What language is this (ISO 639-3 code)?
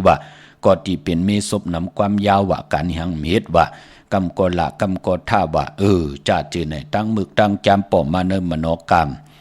shn